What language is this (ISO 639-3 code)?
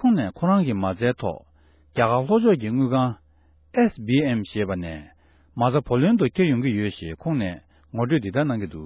bod